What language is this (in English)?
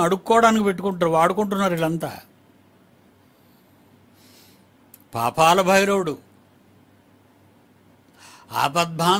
Telugu